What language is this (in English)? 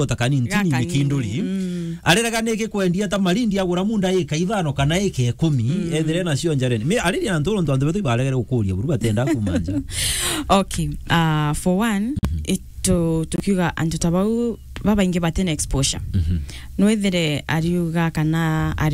Meru